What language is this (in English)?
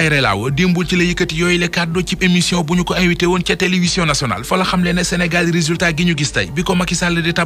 Wolof